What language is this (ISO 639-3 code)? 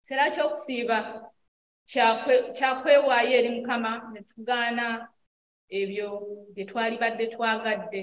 lug